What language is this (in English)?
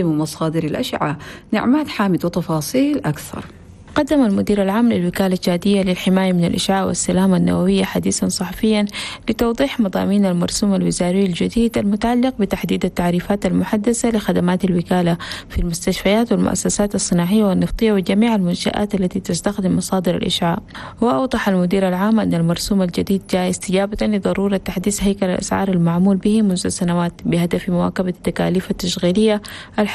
Arabic